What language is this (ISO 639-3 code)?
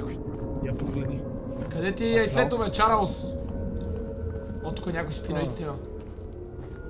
bul